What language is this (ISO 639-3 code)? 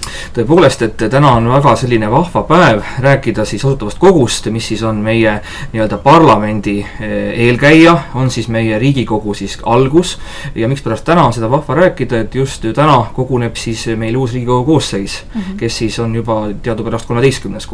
est